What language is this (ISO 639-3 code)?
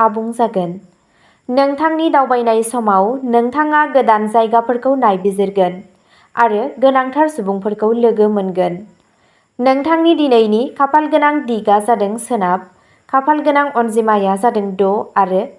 brx